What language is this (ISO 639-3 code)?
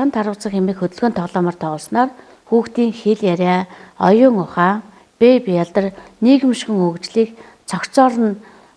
mon